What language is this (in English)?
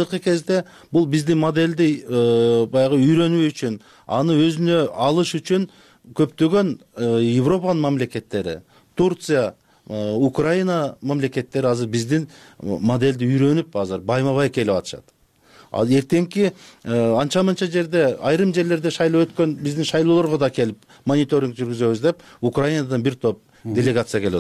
Kyrgyz